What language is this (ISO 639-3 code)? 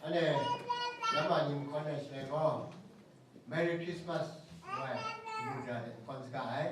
kac